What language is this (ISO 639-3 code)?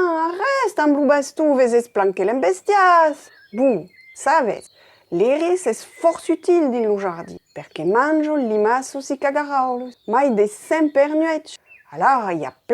oci